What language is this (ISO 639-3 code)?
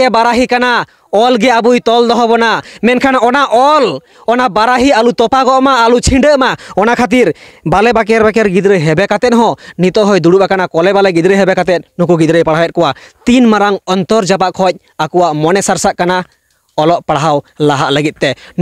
sat